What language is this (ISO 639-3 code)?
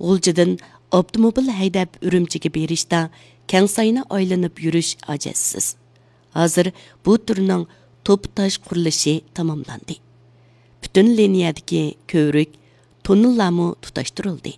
uig